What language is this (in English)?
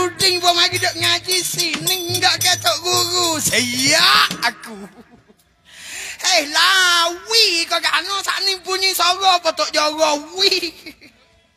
Pattani Malay